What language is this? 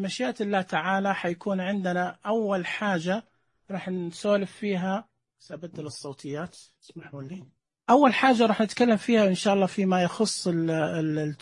Najdi Arabic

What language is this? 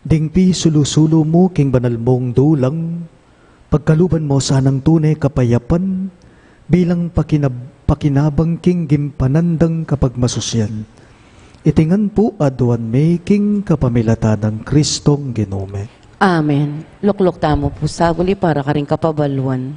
Pampanga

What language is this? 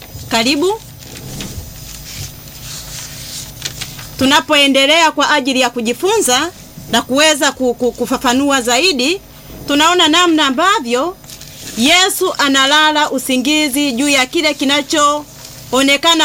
Swahili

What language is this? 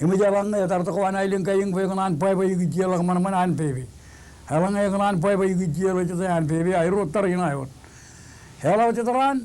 Marshallese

